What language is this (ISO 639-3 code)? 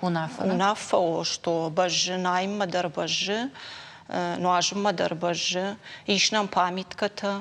oss